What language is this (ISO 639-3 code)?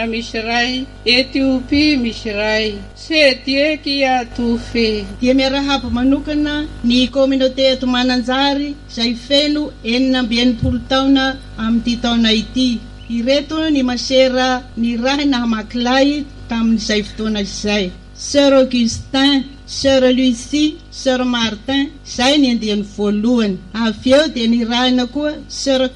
mlg